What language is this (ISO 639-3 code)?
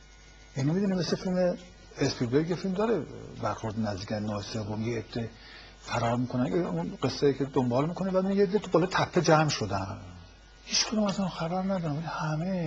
fas